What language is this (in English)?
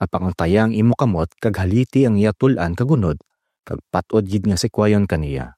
Hiligaynon